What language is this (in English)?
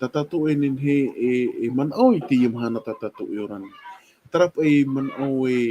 Tahitian